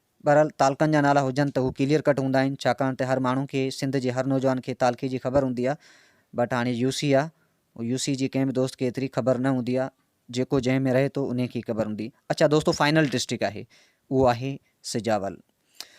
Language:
Sindhi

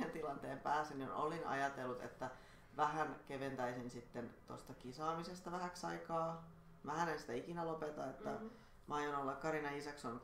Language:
Finnish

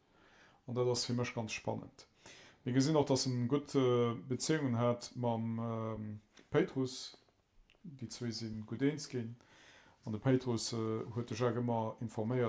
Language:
Luxembourgish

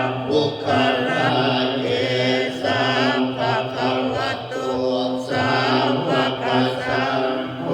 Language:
Pali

